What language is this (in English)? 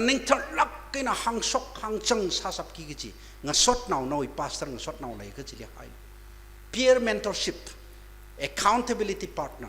Tangkhul Naga (India)